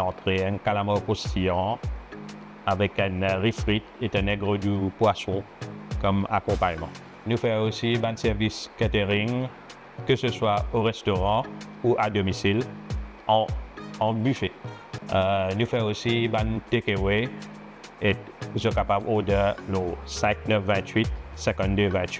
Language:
Morisyen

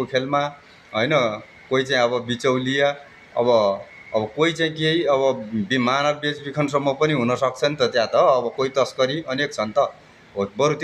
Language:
Nepali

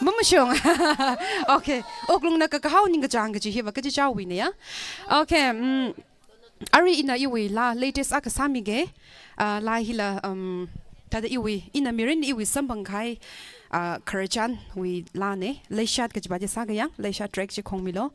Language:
Tangkhul Naga (India)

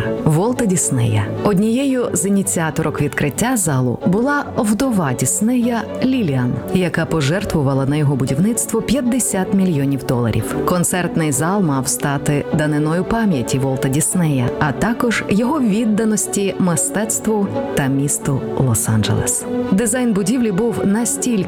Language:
Ukrainian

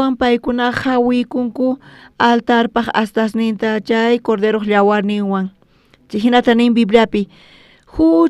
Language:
South Bolivian Quechua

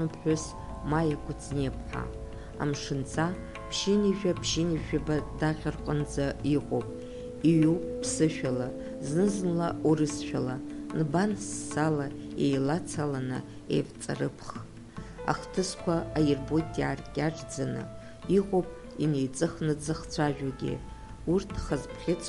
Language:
Abkhazian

